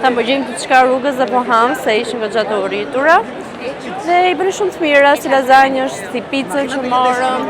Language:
Albanian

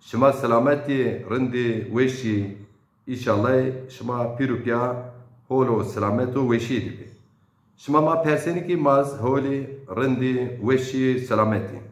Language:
Zaza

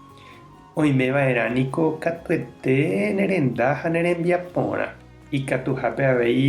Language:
Guarani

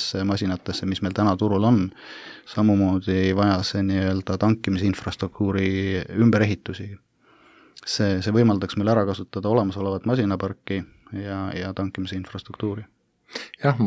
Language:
Estonian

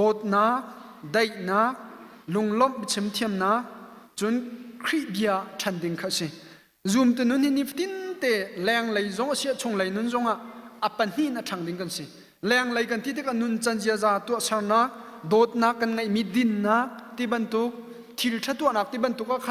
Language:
Hakha Chin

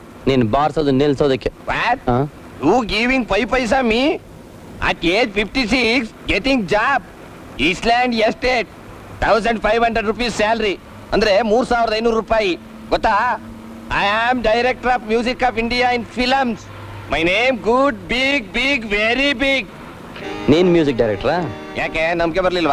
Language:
Kannada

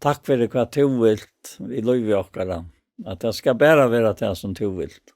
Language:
Faroese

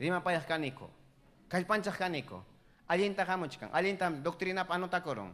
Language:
Ayacucho Quechua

